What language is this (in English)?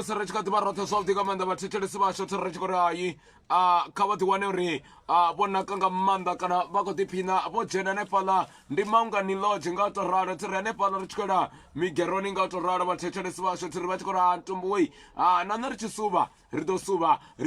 Venda